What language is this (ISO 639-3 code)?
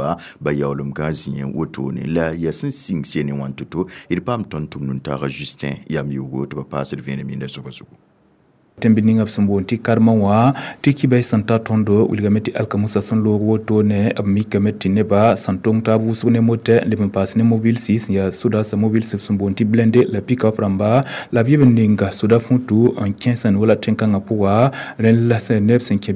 mos